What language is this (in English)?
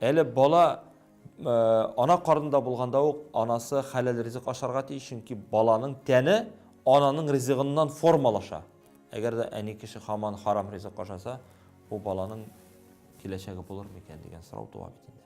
Tatar